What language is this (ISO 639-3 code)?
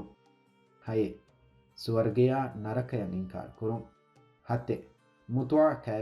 div